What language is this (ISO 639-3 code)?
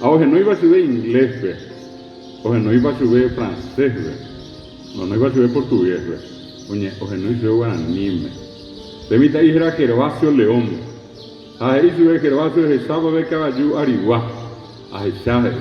grn